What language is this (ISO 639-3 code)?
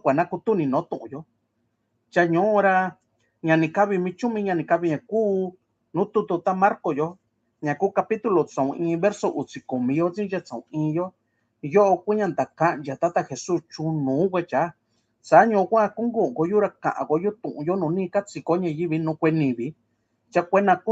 mix